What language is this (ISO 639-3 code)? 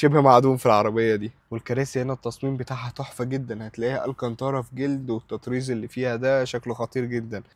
arz